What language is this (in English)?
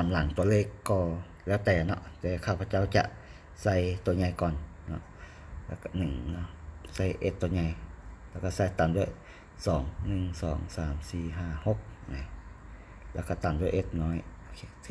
Lao